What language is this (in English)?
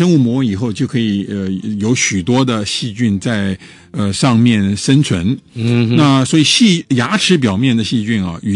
Chinese